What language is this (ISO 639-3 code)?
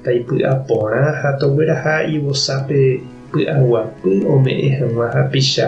grn